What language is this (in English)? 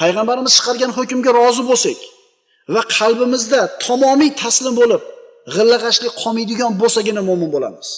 Uzbek